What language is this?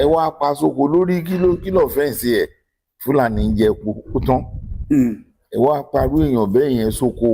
Yoruba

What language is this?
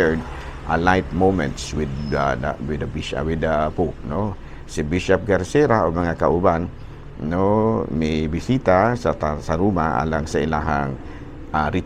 Cebuano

